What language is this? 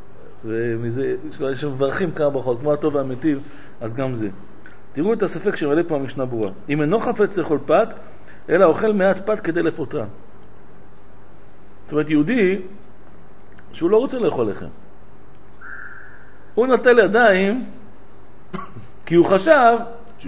Hebrew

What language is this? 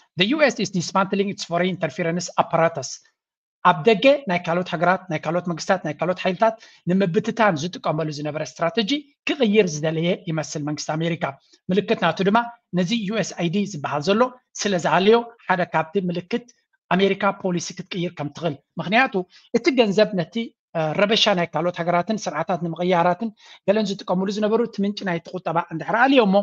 Tigrinya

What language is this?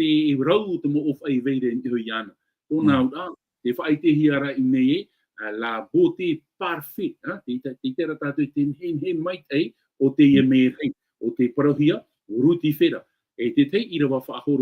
Tahitian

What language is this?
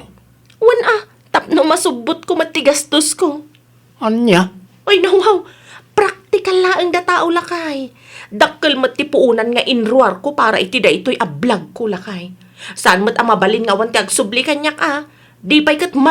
Iloko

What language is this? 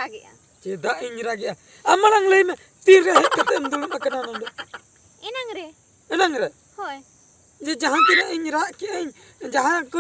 Santali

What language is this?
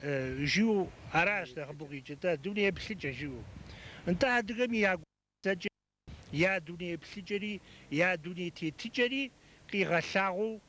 Kabardian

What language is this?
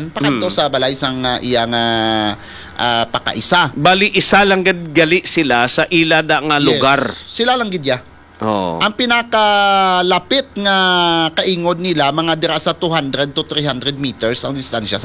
Hiligaynon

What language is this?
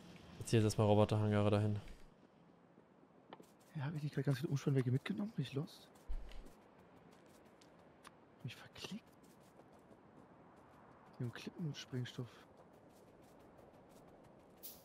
German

